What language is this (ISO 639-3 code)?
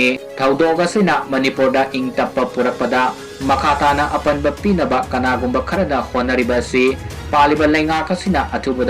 mni